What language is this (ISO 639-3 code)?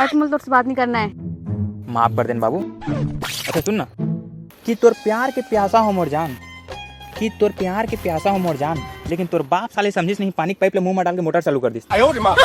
hne